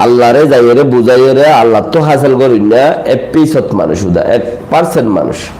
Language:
Rohingya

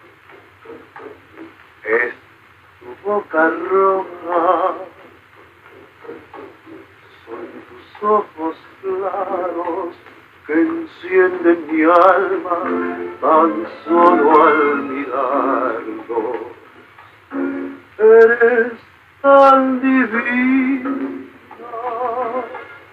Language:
Spanish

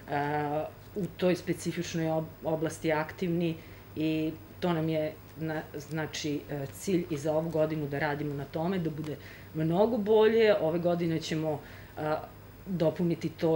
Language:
Serbian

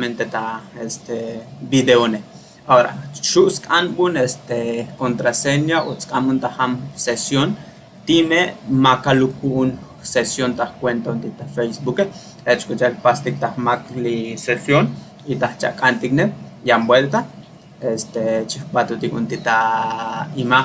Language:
Tzotzil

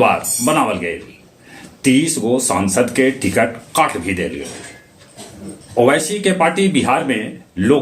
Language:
Magahi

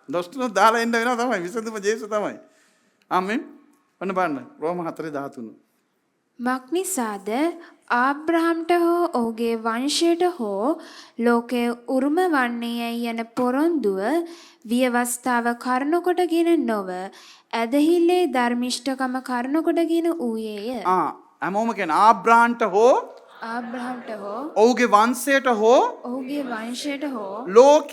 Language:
Sinhala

